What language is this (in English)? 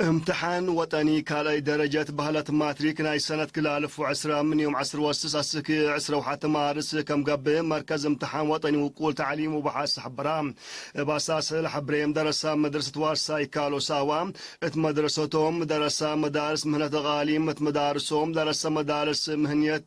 Tigre